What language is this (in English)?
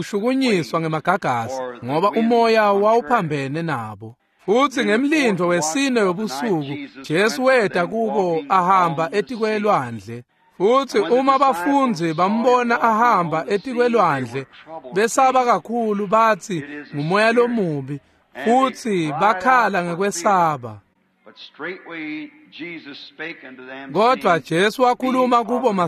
Swati